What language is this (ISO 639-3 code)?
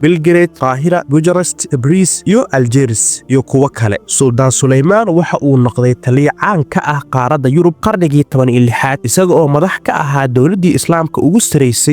som